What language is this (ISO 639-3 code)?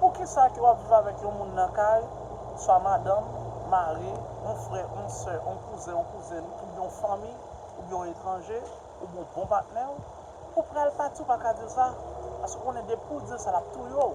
hat